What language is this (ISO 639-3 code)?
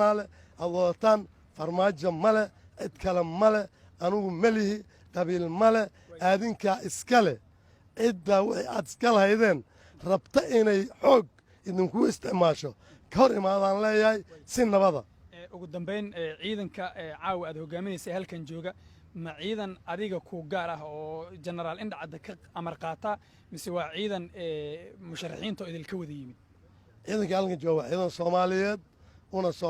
som